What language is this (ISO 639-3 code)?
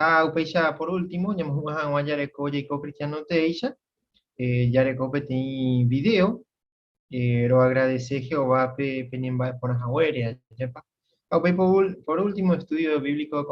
grn